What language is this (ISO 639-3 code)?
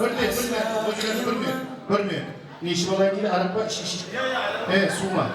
kaa